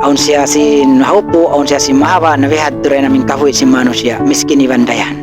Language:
Tausug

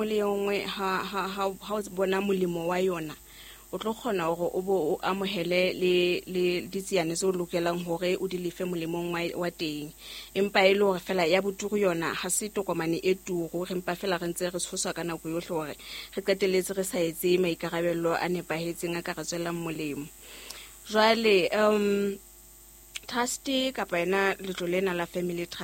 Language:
Southern Sotho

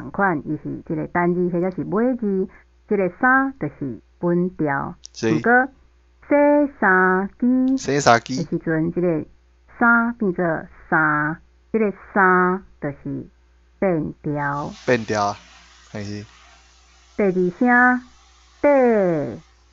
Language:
Min Nan Chinese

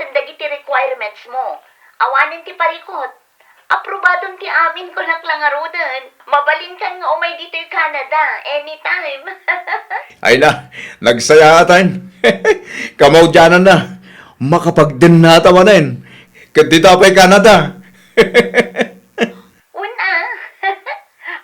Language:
Iloko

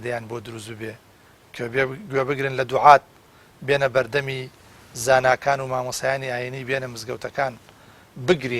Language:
Central Kurdish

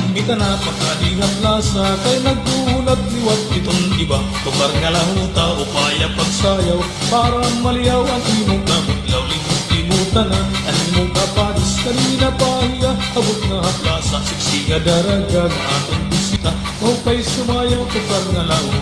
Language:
Waray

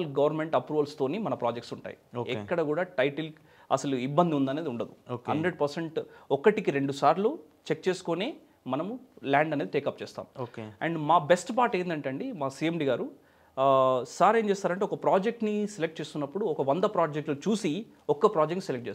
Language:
Telugu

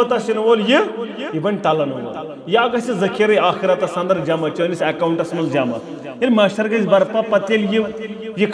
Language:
Kashmiri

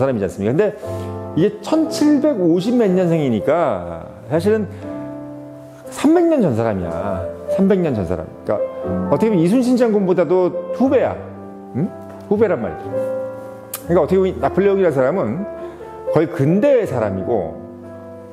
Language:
Korean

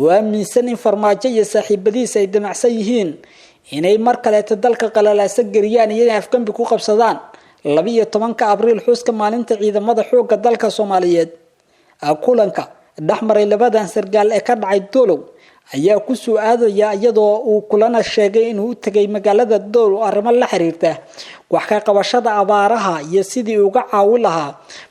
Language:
Somali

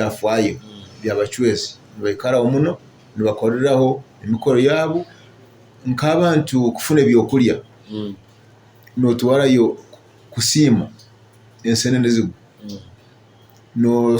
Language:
Nyoro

